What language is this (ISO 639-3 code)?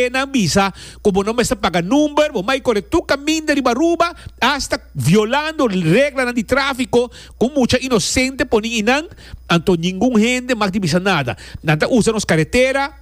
pap